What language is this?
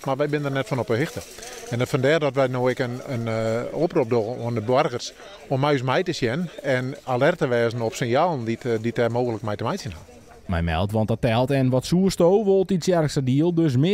Western Frisian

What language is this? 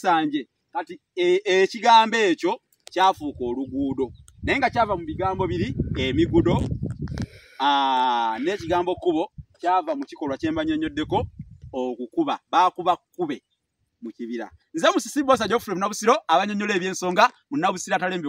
Ganda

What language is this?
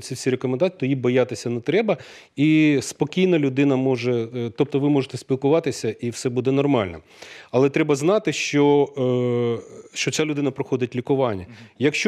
Ukrainian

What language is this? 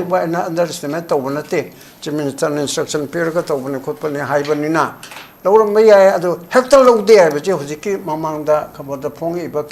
Manipuri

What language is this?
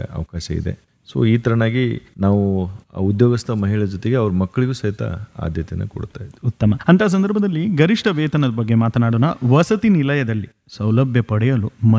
Kannada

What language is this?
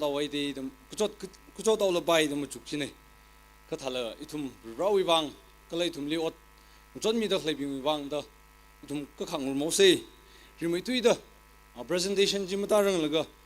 Tangkhul Naga (India)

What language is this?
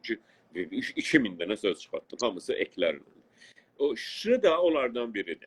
South Azerbaijani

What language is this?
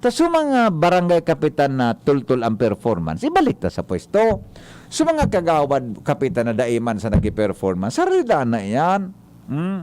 Bikol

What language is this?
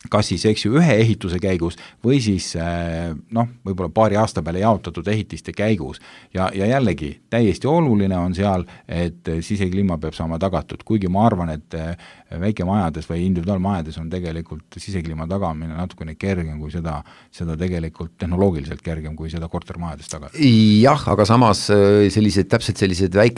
Estonian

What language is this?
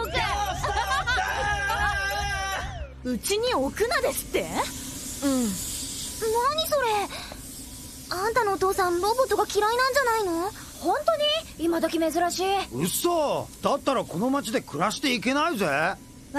Japanese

